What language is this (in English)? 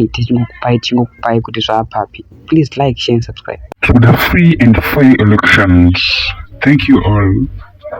Shona